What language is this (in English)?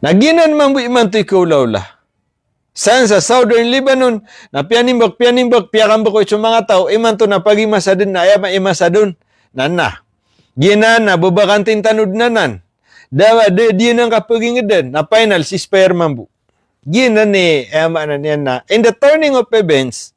Maranao